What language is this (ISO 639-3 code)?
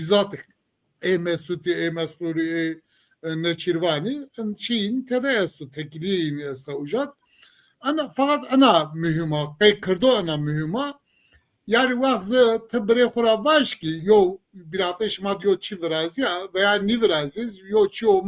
zza